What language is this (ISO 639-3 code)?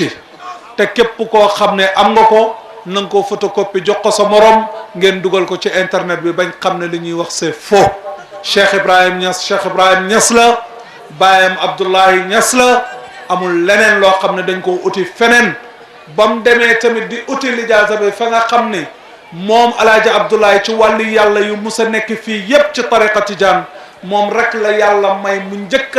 wol